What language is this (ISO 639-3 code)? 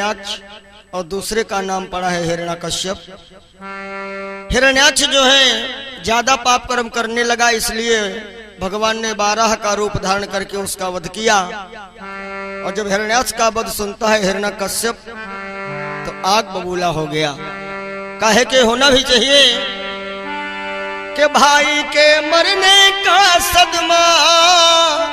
hin